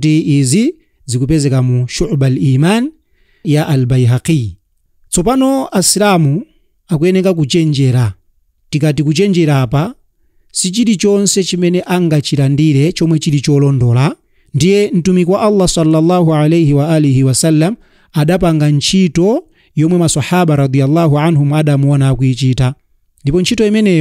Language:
Nyanja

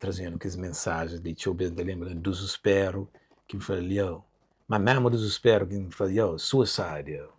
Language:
Kabuverdianu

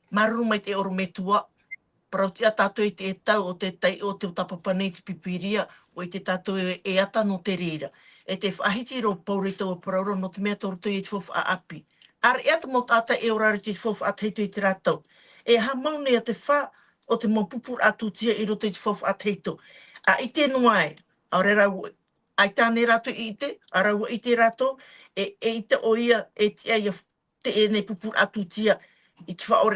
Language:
Tahitian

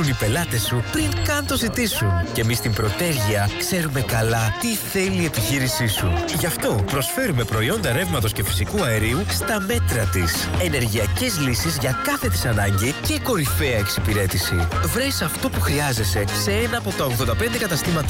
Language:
Greek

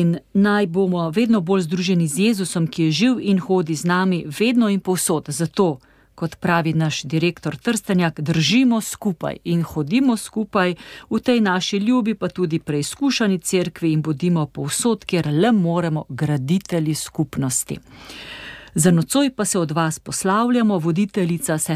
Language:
Slovenian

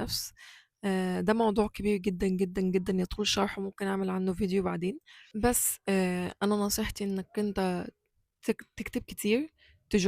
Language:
Egyptian Arabic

